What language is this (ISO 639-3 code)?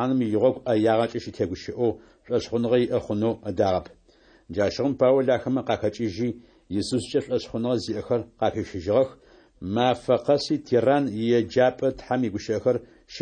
ady